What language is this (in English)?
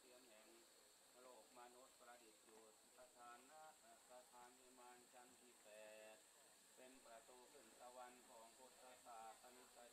Thai